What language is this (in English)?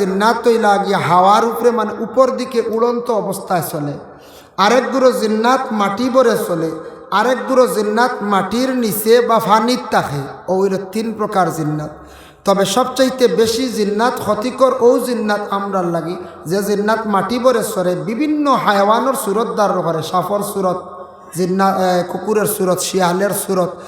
Sylheti